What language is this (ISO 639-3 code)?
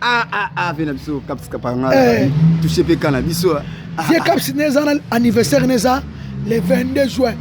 lin